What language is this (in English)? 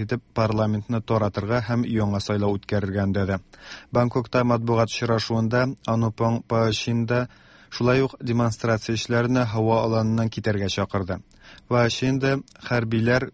Tatar